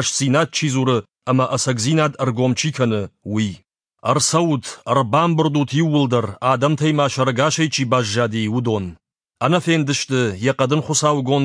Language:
Ossetic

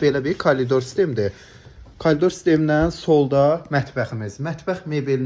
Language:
Azerbaijani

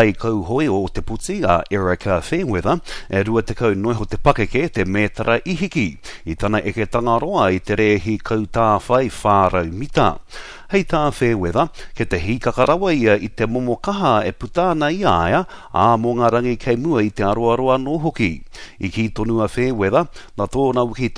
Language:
Māori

